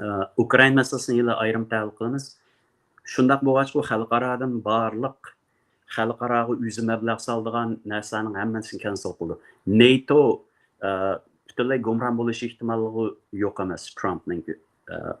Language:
Uyghur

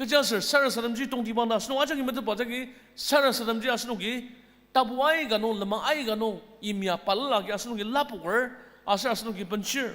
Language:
Ao Naga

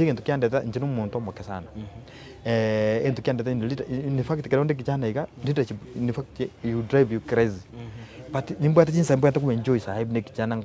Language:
Gusii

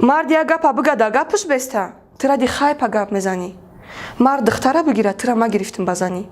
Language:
Tajik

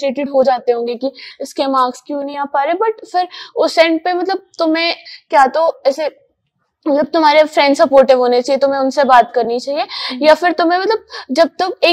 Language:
Hindi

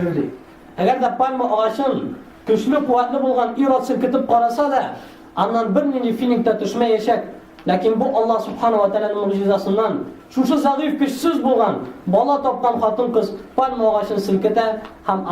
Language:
Tatar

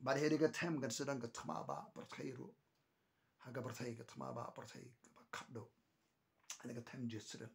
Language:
Khasi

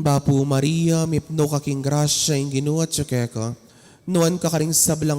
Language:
Pampanga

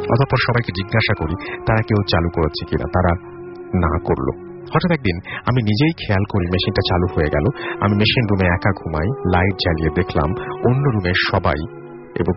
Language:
Bangla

